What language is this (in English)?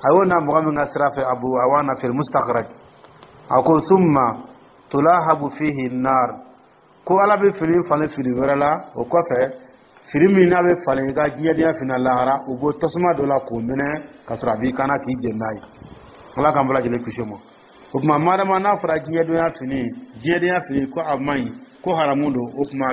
Dyula